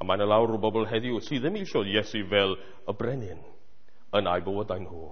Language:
Welsh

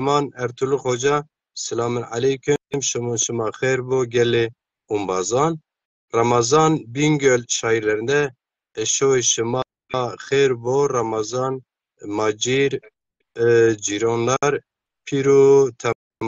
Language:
Zaza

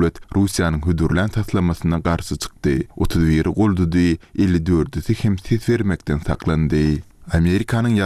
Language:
Turkmen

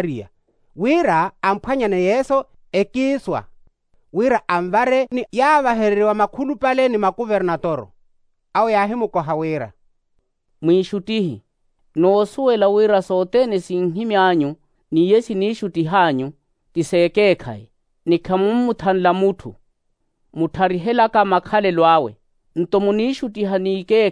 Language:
Makhuwa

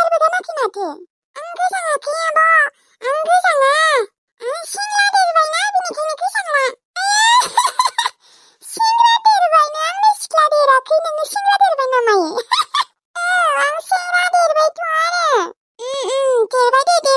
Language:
Bodo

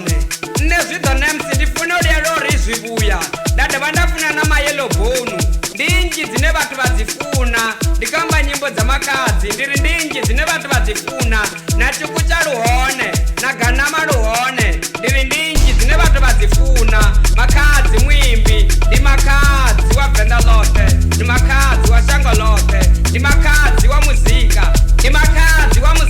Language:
Venda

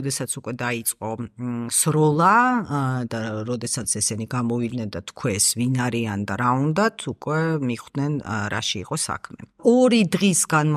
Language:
Georgian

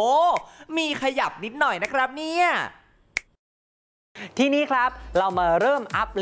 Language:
Thai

